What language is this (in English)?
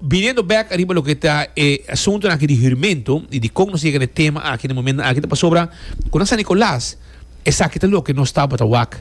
Papiamento